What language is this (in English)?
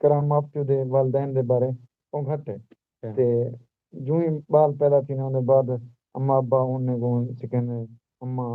Saraiki